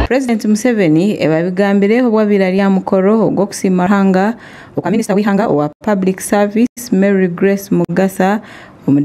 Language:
Nyankole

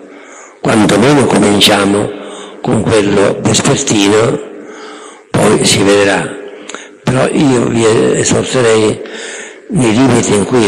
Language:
Italian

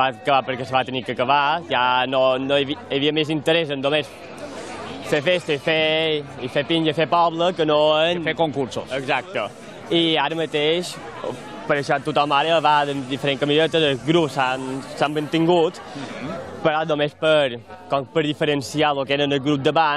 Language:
Catalan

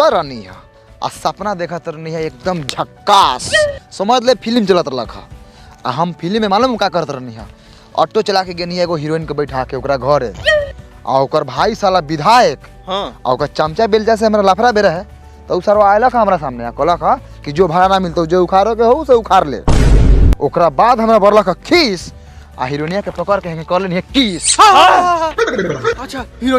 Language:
Maithili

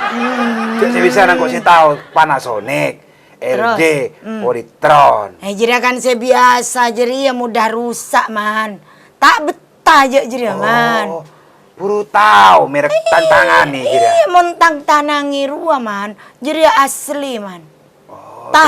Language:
Madurese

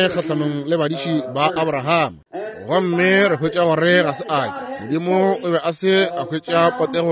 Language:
Northern Sotho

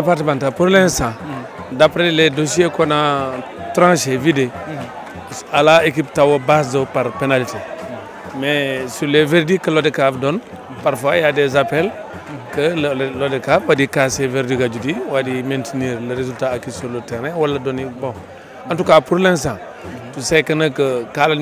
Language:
Fula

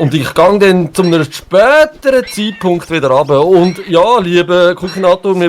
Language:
Swiss German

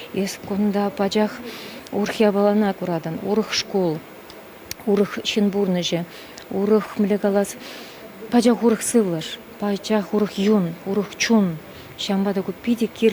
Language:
Chuvash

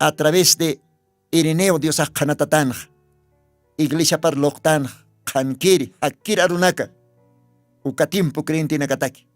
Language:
Aymara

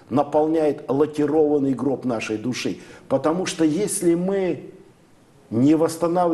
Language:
Russian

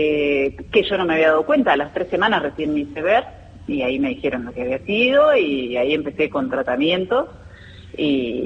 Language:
Spanish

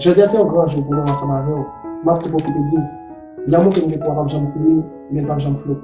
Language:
Haitian Creole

